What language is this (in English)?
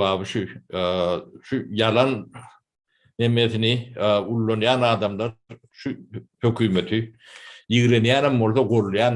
Turkmen